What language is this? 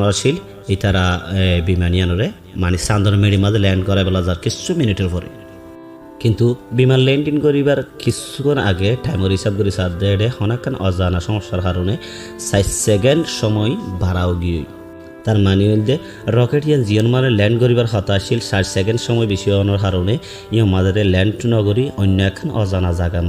Rohingya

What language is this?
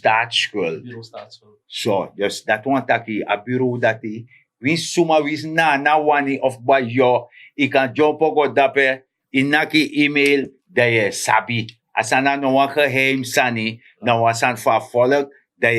Sranan Tongo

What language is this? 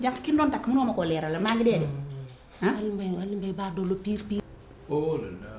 Wolof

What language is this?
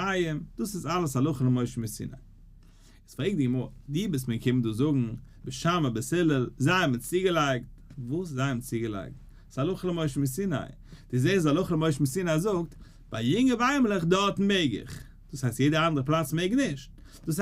Yiddish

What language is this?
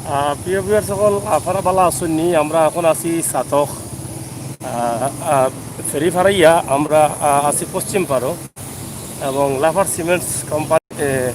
Sylheti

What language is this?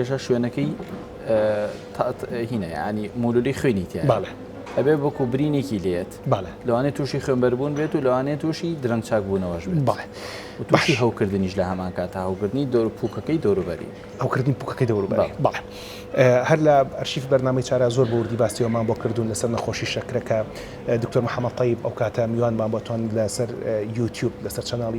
Central Kurdish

